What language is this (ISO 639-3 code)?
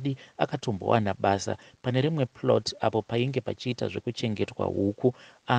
sna